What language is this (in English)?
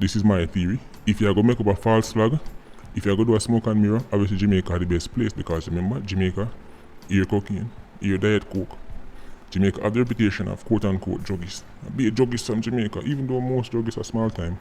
Jamaican Creole English